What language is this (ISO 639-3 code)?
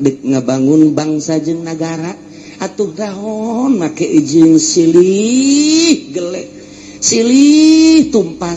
sun